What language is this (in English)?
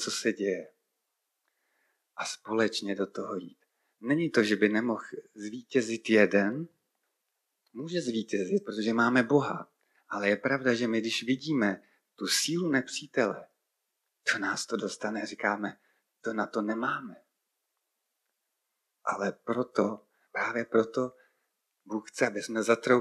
Czech